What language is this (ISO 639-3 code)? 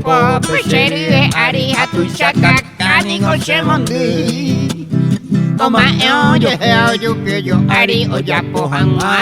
grn